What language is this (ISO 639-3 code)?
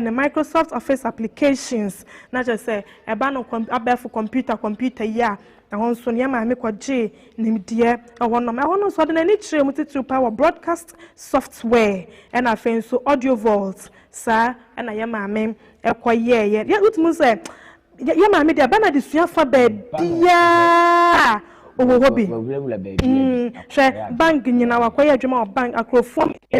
aka